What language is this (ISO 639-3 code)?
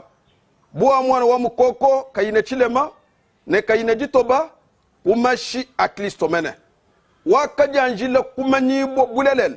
lua